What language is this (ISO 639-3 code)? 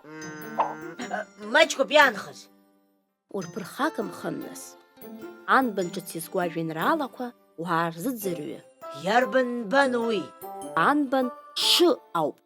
abk